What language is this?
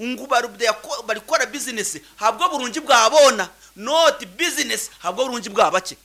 Nyankole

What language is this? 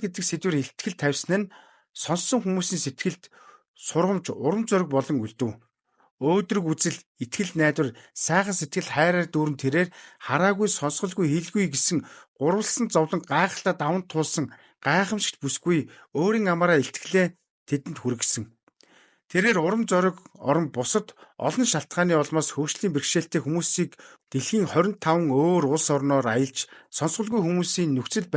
Mongolian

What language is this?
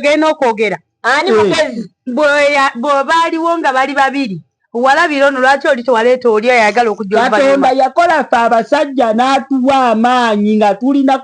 Ganda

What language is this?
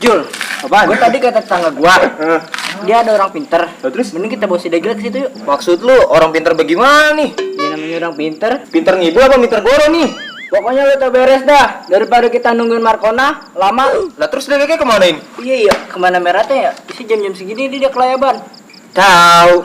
Betawi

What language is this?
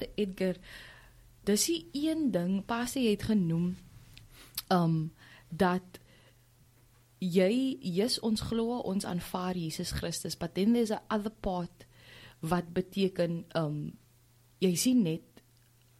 Afrikaans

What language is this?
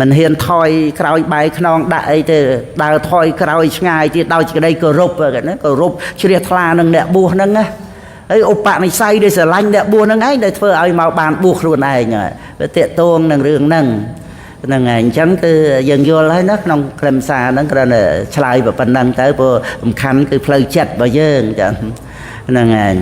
Khmer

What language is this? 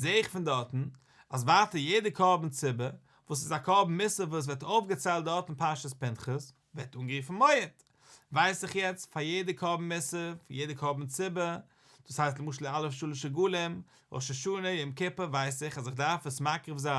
Yiddish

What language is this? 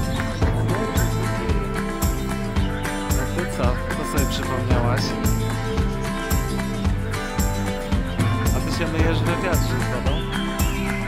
Polish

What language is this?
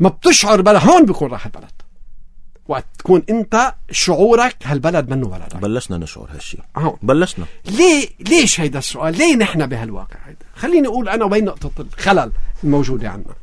North Levantine Arabic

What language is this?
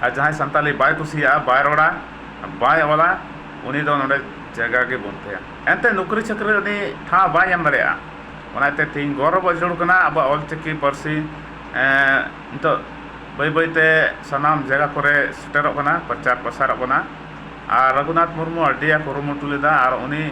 Santali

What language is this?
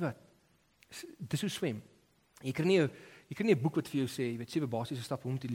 Afrikaans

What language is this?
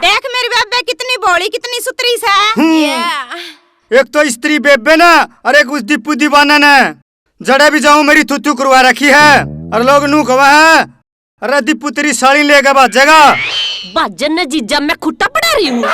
Haryanvi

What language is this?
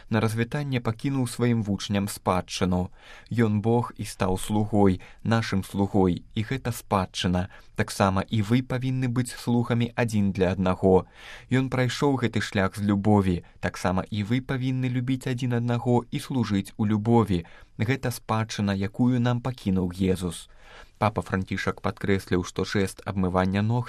Belarusian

